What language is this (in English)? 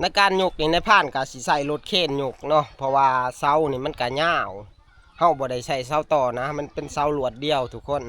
Northeastern Thai